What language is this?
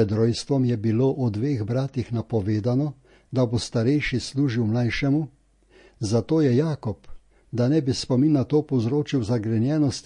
Slovenian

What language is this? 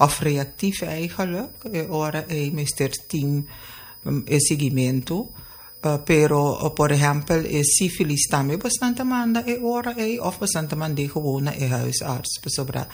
Papiamento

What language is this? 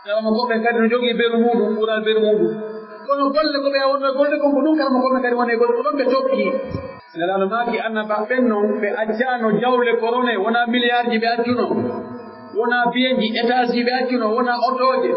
Pular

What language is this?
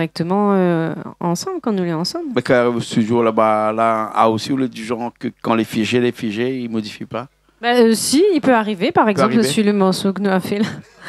Réunion Creole French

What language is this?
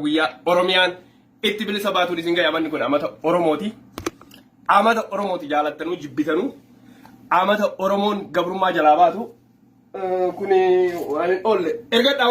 Oromo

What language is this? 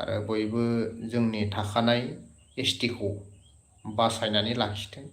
Bodo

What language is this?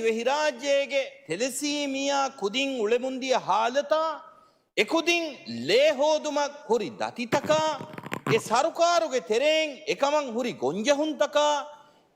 Divehi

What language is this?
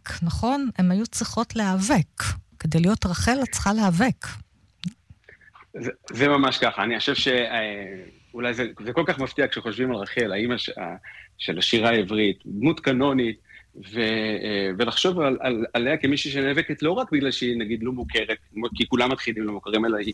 Hebrew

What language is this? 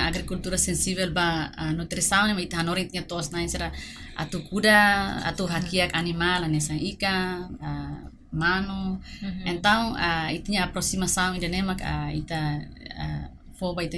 Tetum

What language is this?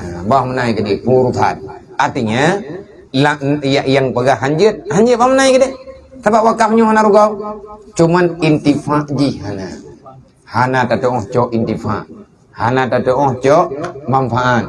Achinese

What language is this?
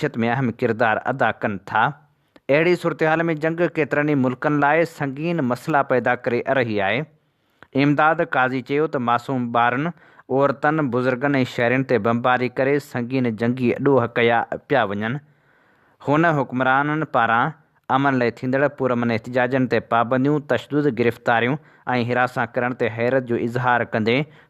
Sindhi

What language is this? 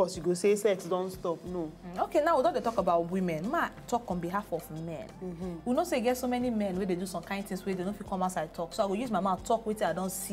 Nigerian Pidgin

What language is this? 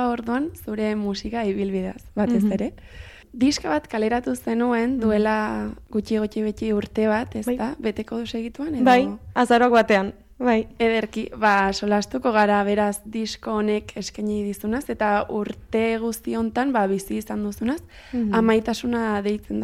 Basque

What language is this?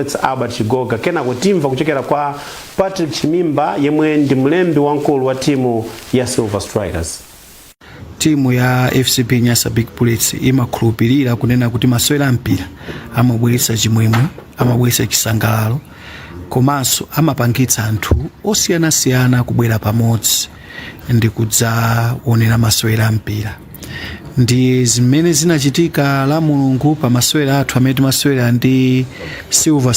Nyanja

